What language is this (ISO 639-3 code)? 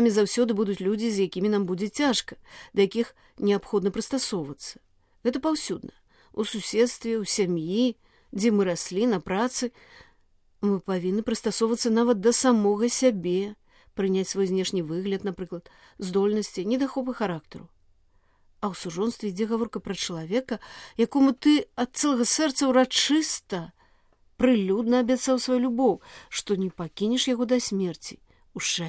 bel